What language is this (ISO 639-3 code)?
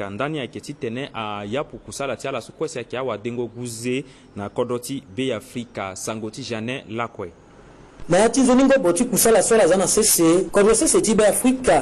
sag